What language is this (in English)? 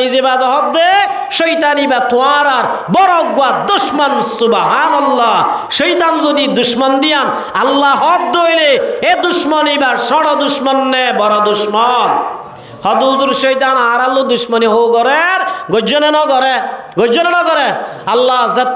Rohingya